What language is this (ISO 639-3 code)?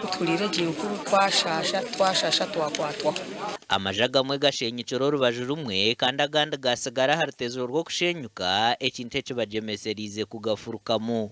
nyn